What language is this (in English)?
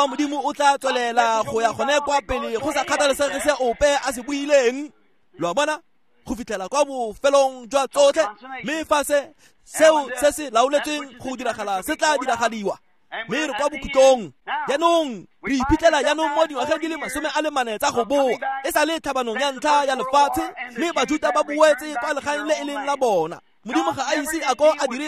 Tswana